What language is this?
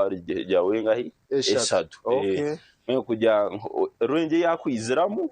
Nyankole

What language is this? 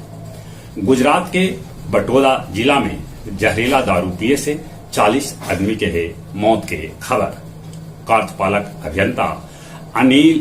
Magahi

